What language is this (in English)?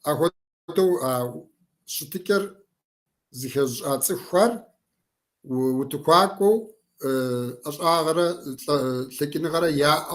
Kabardian